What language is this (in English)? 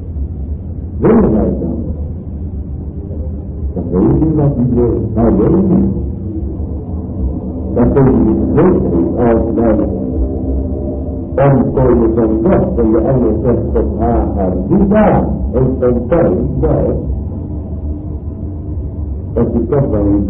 Dutch